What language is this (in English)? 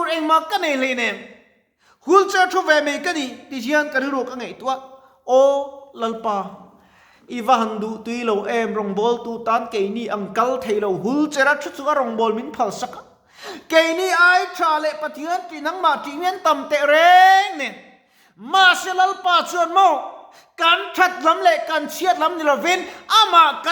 Mizo